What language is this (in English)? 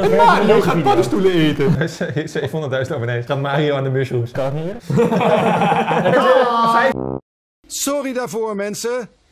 Dutch